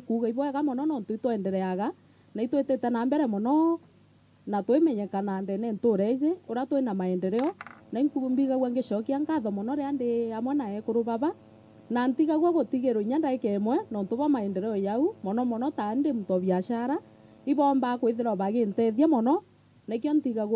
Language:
Meru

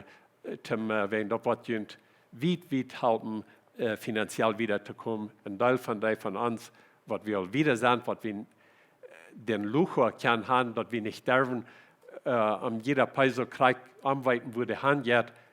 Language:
Plautdietsch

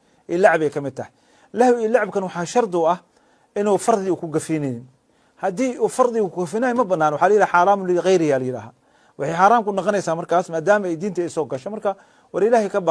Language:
Somali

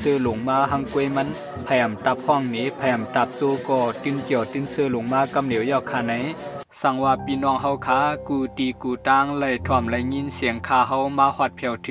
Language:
Shan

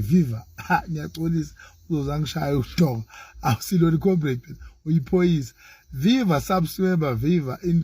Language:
Zulu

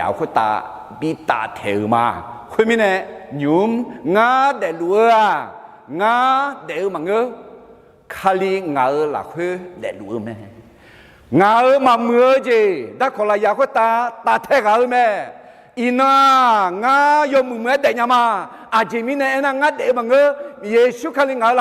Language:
Akha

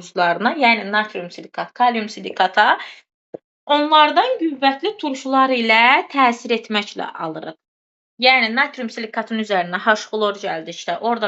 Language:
Azerbaijani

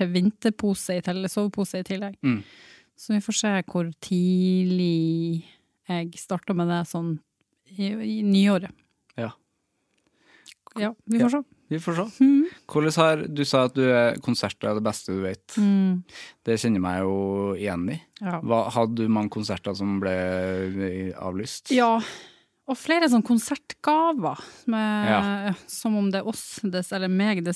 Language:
Norwegian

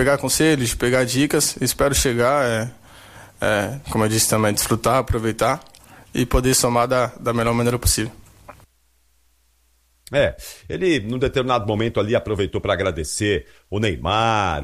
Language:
Portuguese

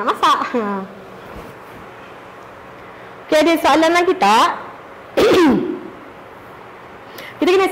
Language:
Malay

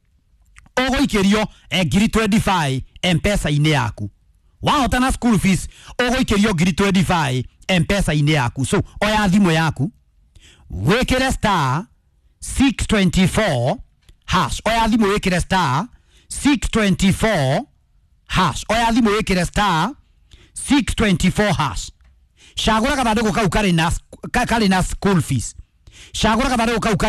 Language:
Kikuyu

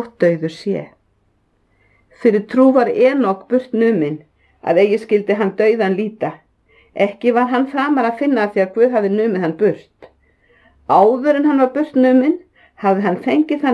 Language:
Icelandic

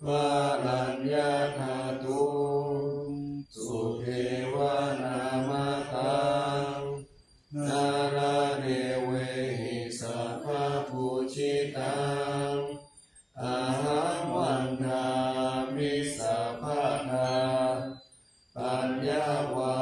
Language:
Pali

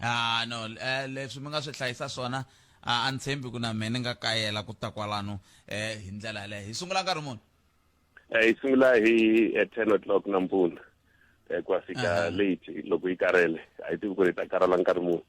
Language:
Tsonga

